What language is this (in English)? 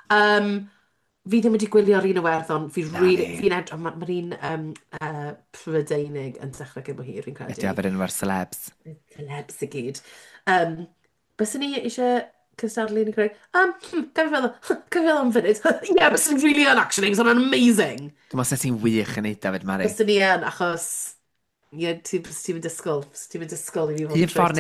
Welsh